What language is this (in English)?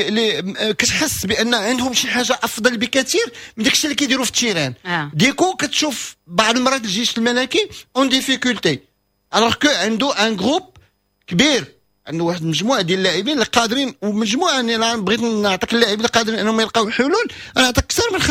Moroccan Arabic